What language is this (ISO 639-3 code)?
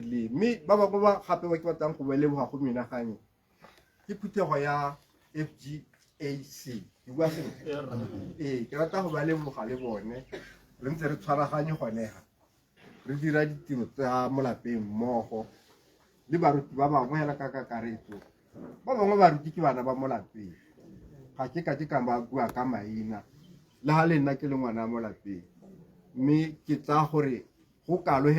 tsn